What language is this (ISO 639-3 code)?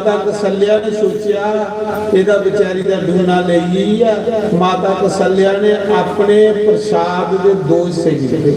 doi